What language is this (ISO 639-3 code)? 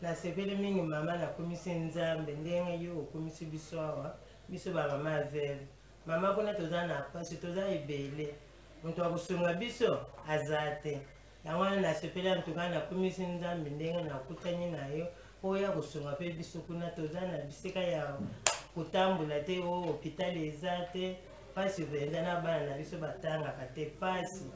lin